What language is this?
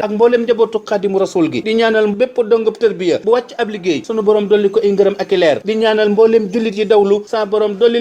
Wolof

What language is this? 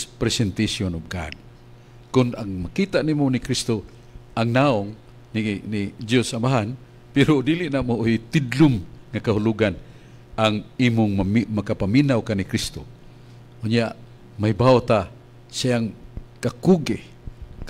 Cebuano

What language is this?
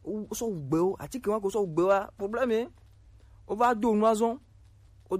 Gen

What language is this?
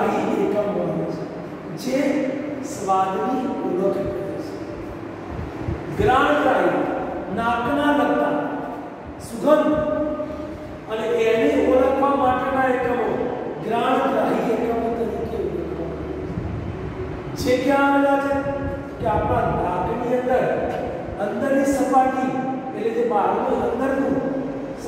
Gujarati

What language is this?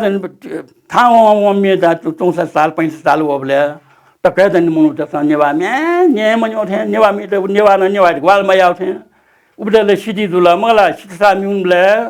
Newari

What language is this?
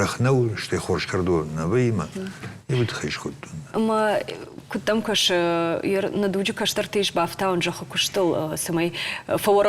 Ossetic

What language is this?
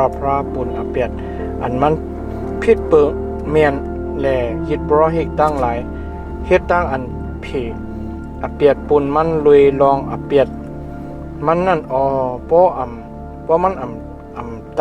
Shan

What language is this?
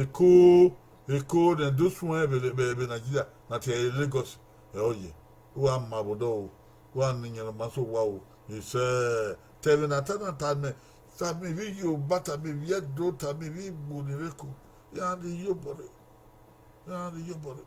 Bini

